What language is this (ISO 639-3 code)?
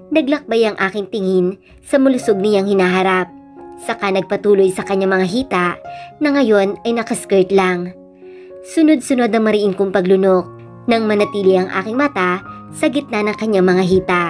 fil